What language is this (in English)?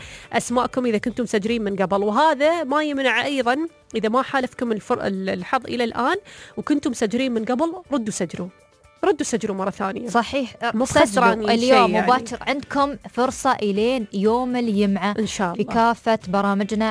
Najdi Arabic